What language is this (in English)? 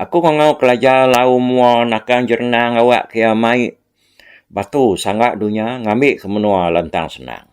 Iban